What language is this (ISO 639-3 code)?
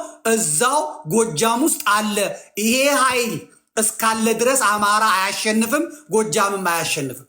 amh